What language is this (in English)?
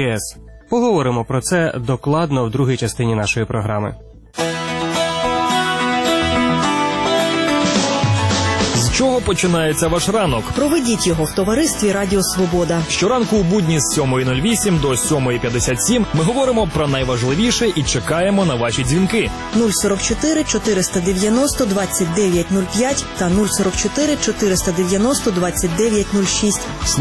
Ukrainian